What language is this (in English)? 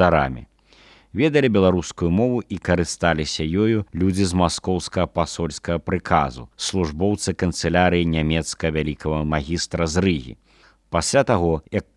Belarusian